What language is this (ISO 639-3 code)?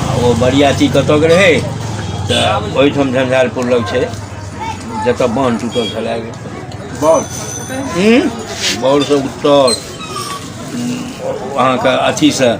mai